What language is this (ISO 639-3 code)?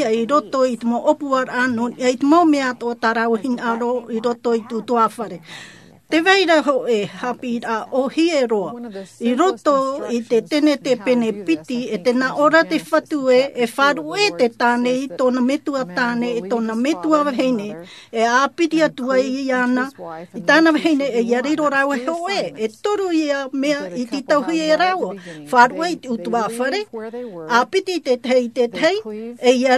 tah